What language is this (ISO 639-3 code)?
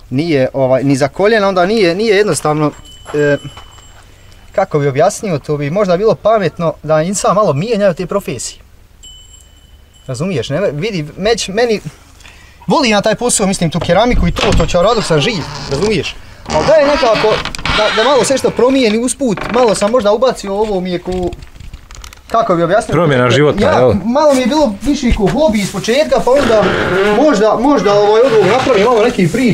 bos